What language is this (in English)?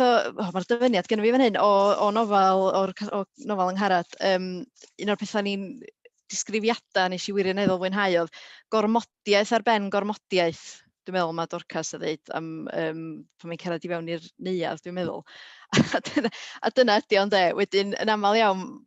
Welsh